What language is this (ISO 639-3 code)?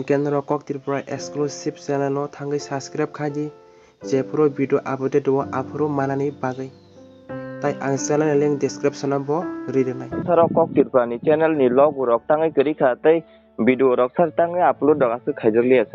trp